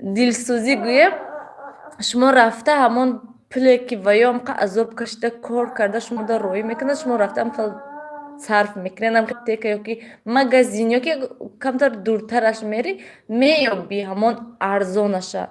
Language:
Tajik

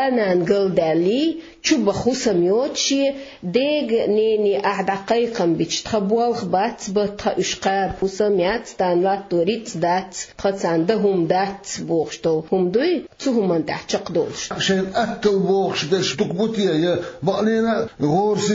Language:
Chechen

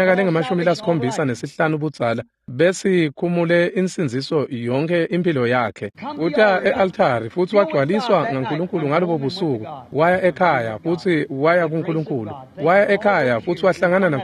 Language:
Swati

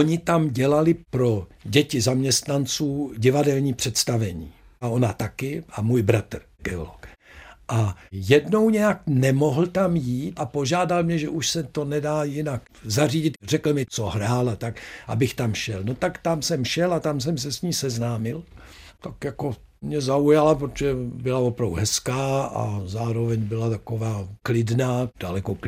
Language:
Czech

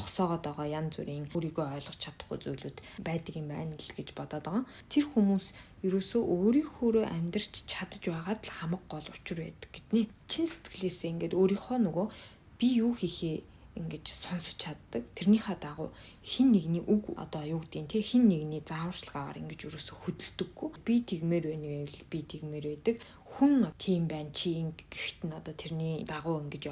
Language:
Mongolian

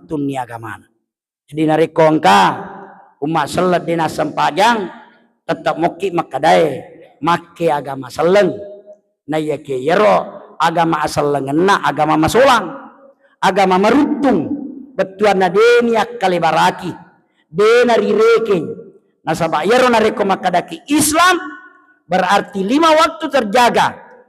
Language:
Buginese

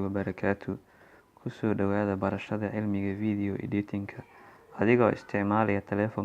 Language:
Somali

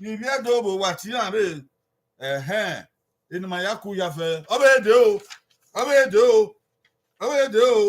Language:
Bini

